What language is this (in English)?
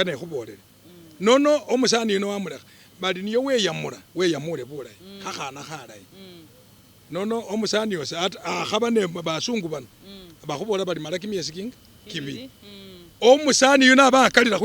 Masaaba